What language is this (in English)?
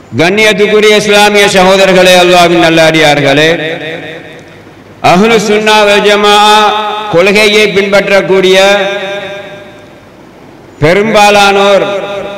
Tamil